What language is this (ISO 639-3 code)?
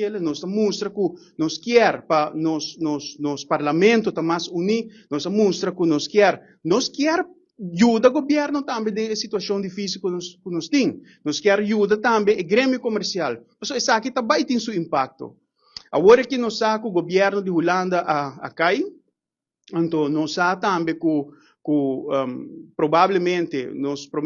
pap